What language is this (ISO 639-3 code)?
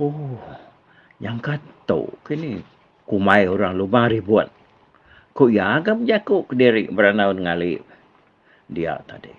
iba